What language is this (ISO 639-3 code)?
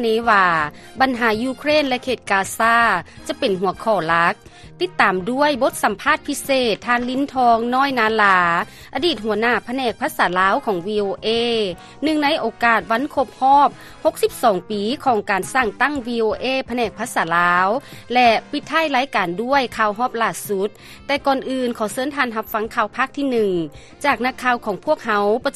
lao